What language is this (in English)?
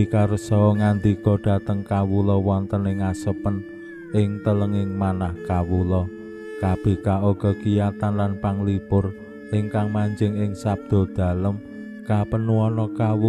Javanese